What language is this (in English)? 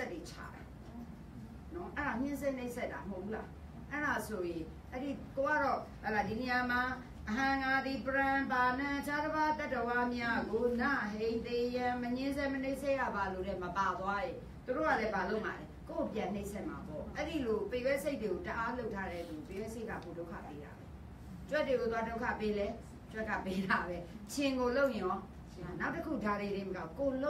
Burmese